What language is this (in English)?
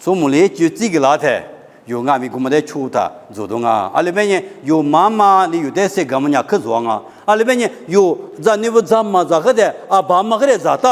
Lisu